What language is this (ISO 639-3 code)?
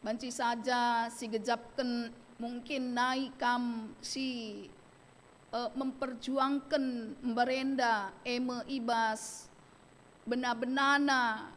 btx